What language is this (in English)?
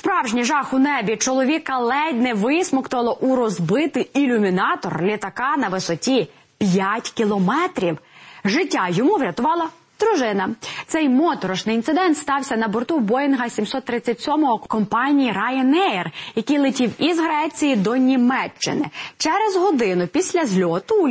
Ukrainian